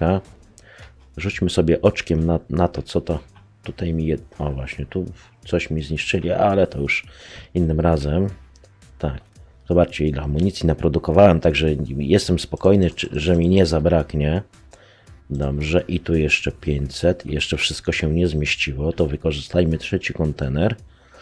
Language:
Polish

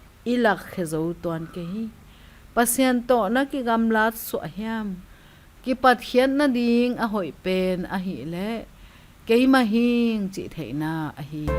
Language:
Tedim Chin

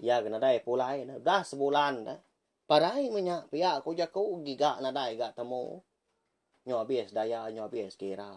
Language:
Iban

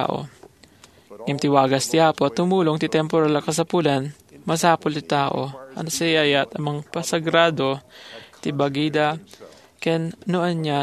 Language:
Iloko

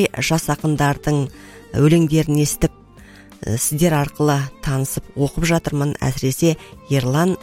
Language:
Kazakh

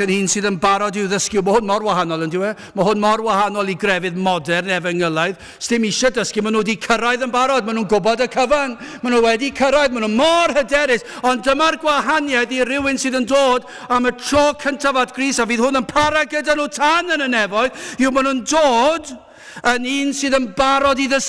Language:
Welsh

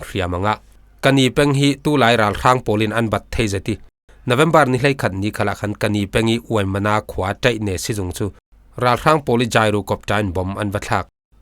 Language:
Falam Chin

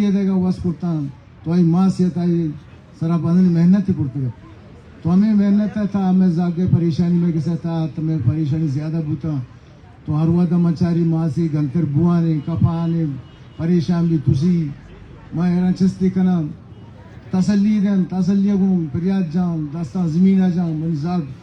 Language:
Baluchi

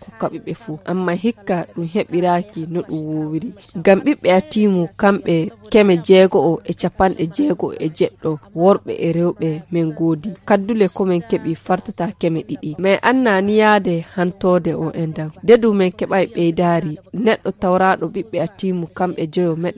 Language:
Nigerian Fulfulde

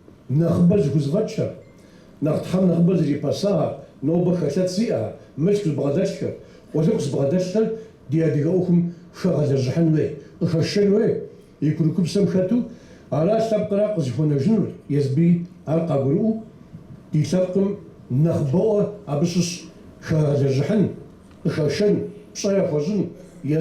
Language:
Kabardian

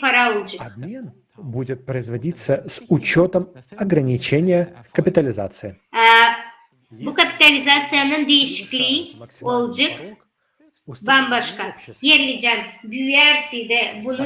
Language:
Gagauz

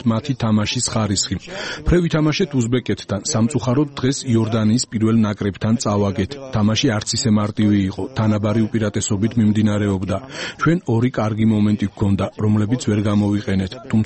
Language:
Georgian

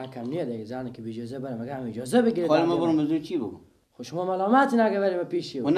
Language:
Persian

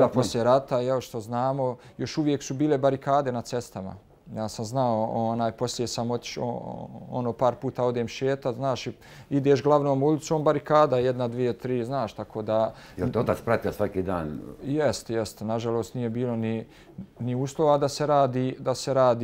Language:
Bosnian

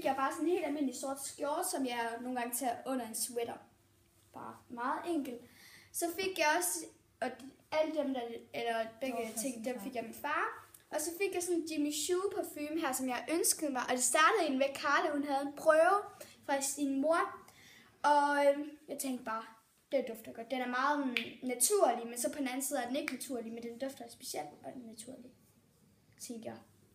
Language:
Danish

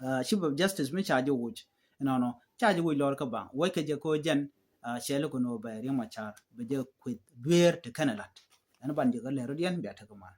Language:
Nuer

